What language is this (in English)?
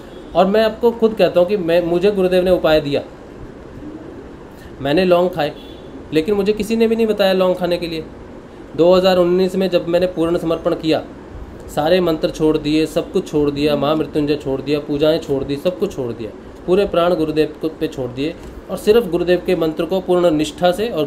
Hindi